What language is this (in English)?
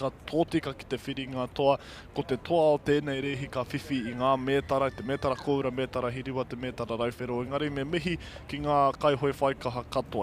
Māori